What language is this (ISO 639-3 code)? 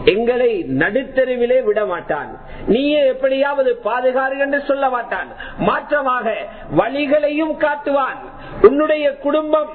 tam